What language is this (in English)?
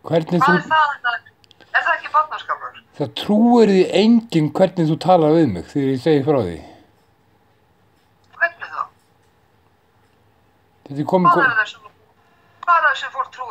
Icelandic